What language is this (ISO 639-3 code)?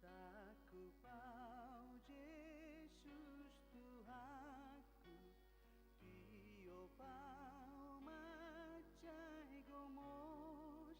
bbc